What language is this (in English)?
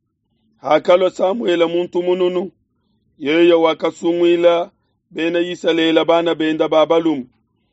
Luba-Lulua